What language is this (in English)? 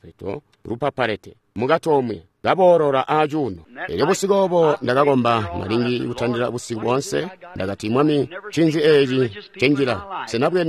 Tonga (Zambia)